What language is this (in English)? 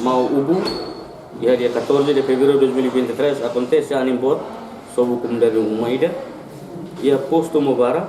Tetum